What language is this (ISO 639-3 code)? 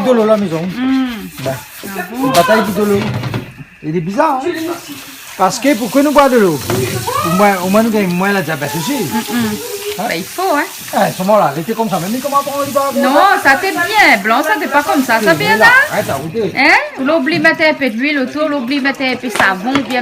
rcf